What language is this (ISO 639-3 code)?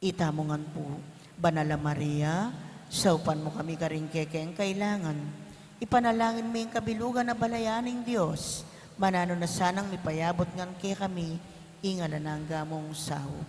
pam